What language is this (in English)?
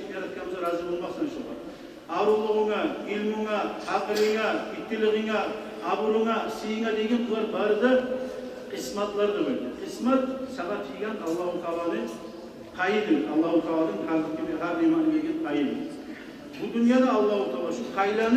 Kumyk